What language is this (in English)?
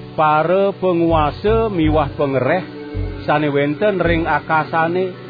Balinese